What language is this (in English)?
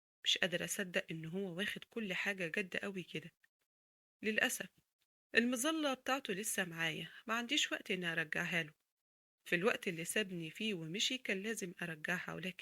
Egyptian Arabic